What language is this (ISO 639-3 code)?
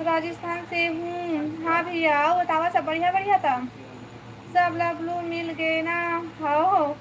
hne